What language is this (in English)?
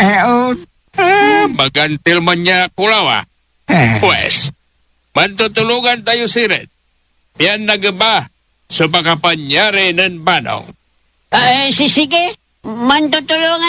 Pangasinan